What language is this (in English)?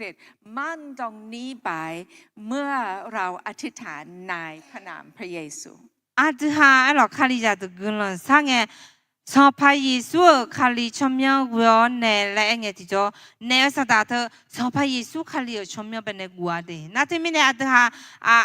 Akha